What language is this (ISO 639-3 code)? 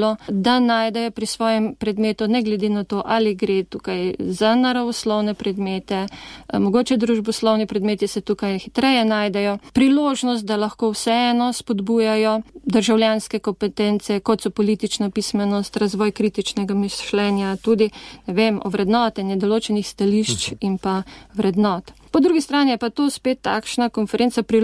slv